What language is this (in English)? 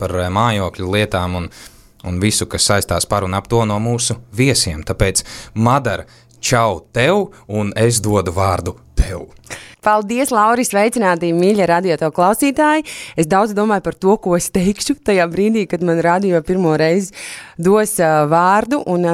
Latvian